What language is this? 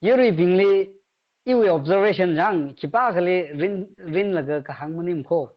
Tangkhul Naga (India)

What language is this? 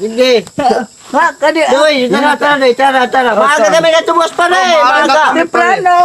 Waray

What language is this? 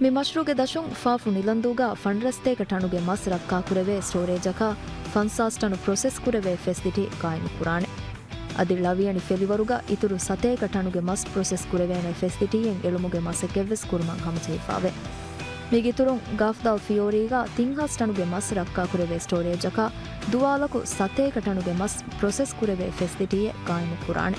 Divehi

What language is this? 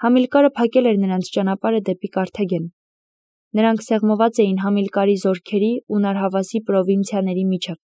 Armenian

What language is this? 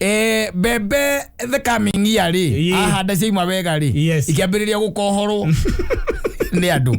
Kikuyu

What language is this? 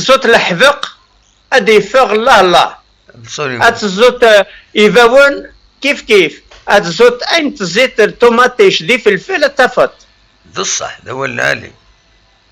Kabyle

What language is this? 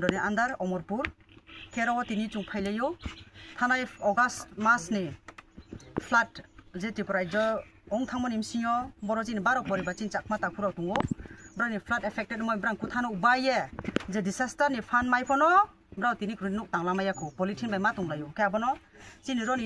Kok Borok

